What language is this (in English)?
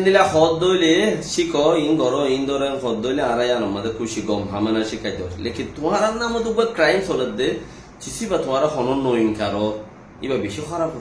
Rohingya